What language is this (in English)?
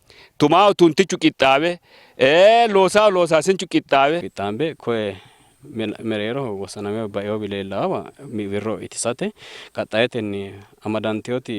Sidamo